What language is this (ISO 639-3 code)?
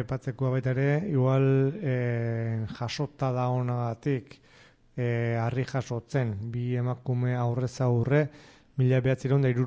eus